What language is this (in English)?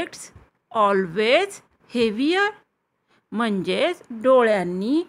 Marathi